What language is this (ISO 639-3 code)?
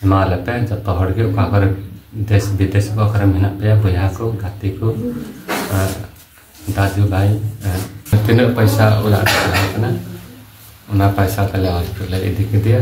sat